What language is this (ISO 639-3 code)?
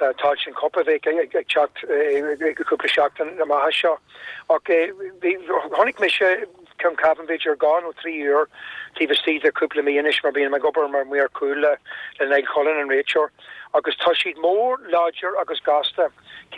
gle